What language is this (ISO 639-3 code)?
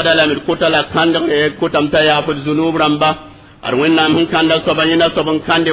mos